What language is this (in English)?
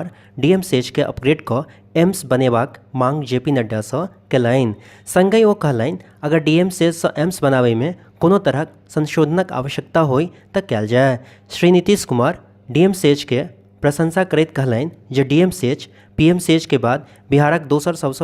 Maithili